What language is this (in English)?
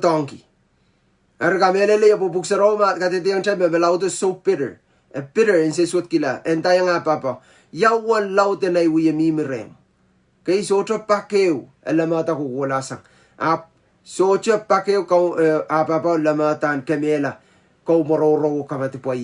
Pohnpeian